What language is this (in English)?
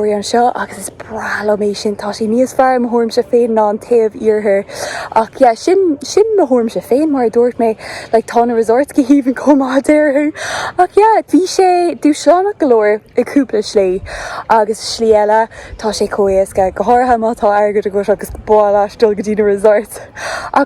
Irish